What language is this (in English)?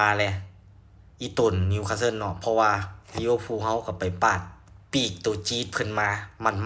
Lao